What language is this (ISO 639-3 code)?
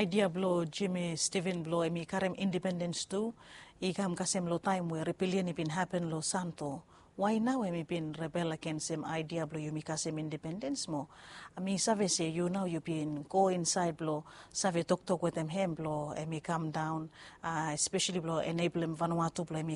bis